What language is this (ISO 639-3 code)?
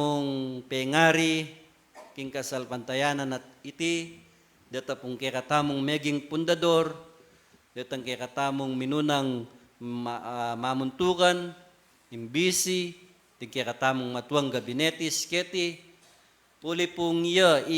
pam